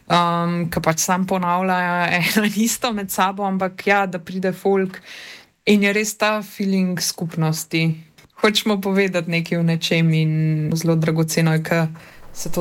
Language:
Slovenian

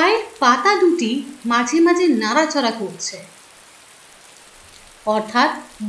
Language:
Bangla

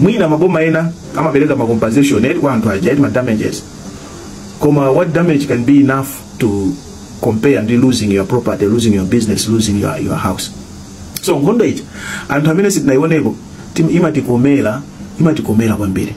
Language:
Nyanja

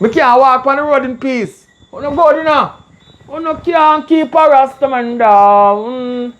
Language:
Jamaican Creole English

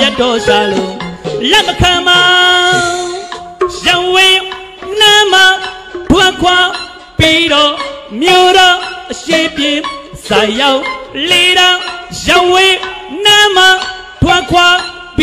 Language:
Burmese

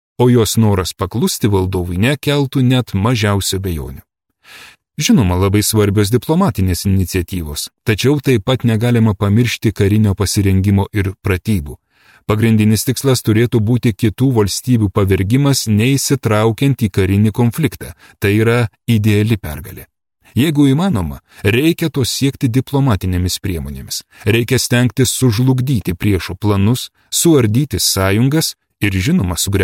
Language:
Lithuanian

